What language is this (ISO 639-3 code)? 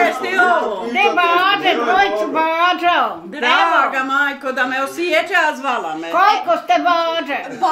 bos